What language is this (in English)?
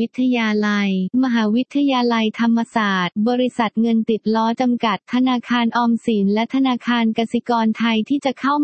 Thai